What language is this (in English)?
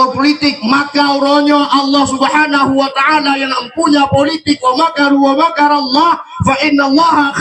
Achinese